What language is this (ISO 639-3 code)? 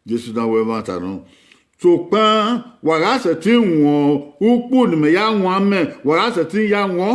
bin